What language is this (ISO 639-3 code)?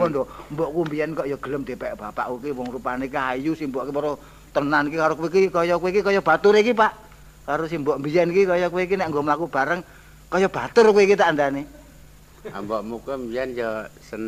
jav